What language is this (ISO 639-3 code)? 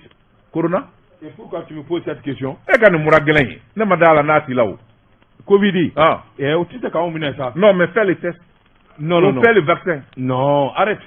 bam